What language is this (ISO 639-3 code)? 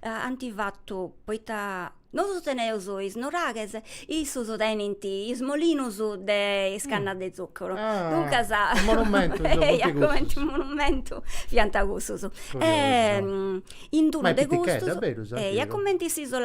srd